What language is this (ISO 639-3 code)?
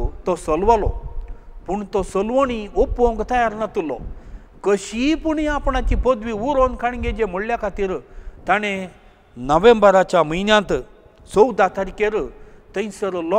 kok